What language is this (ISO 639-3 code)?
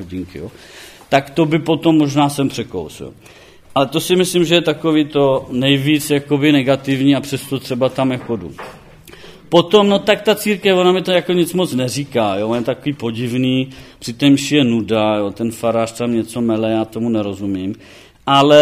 ces